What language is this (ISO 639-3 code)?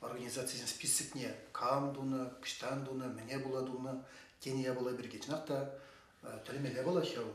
chv